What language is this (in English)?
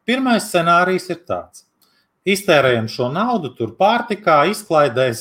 Latvian